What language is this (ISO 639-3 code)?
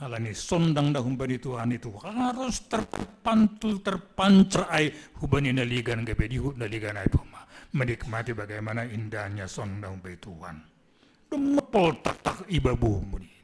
bts